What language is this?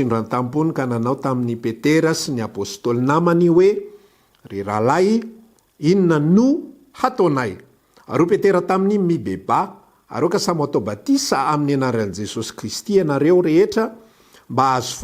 Malagasy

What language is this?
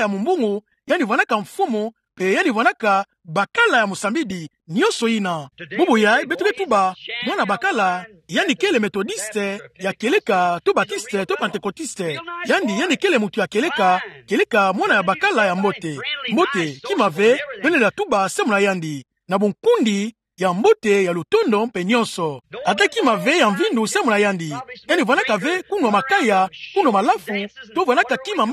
Kituba (Democratic Republic of Congo)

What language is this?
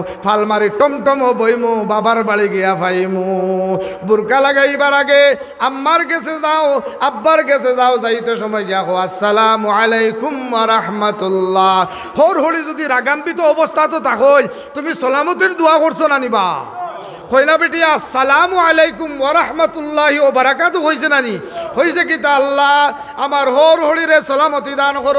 Sylheti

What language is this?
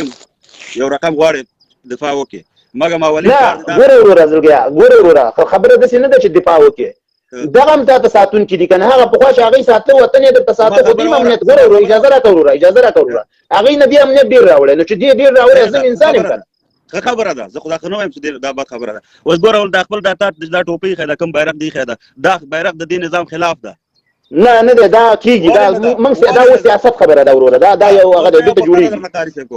Pashto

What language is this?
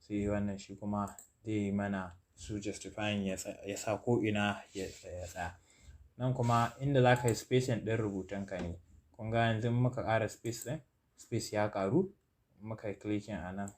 Hausa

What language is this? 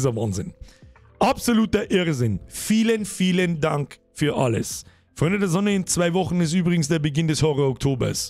Bavarian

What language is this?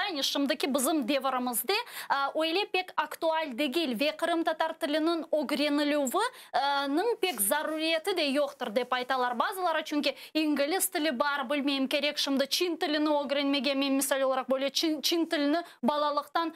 Crimean Tatar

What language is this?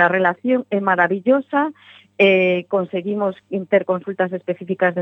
Galician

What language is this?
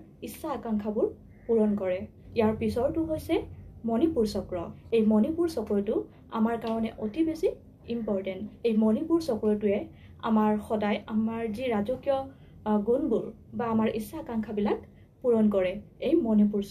Assamese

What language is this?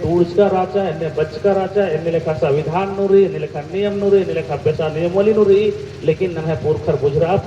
Kurukh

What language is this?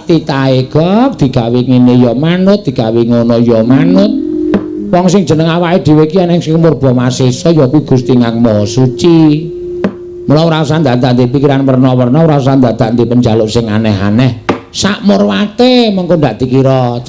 Javanese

